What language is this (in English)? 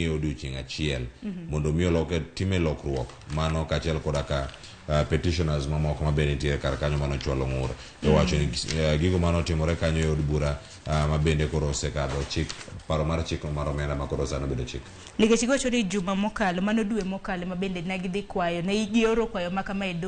Luo (Kenya and Tanzania)